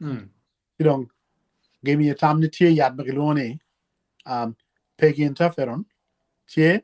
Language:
Acoli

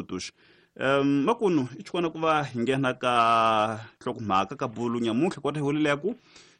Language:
Tsonga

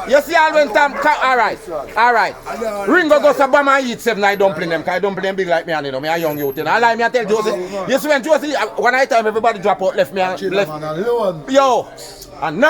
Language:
Jamaican Creole English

